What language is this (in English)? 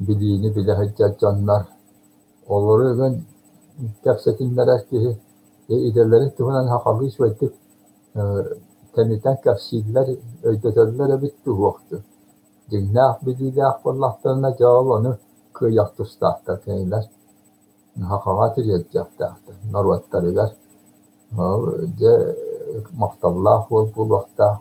Yakut